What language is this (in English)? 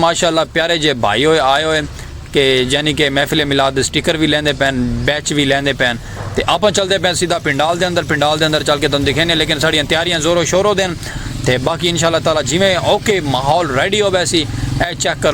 Saraiki